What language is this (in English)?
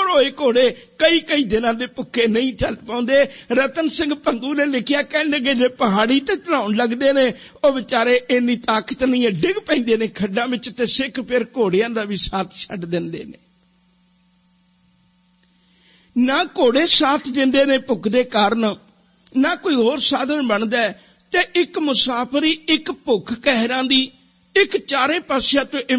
Punjabi